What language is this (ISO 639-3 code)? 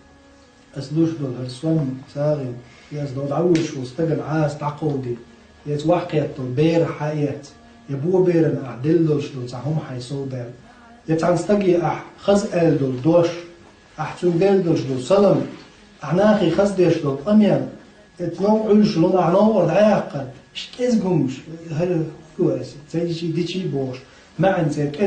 che